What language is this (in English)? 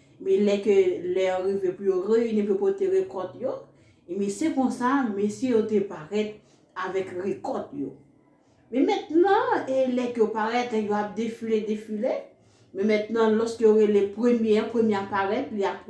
Haitian Creole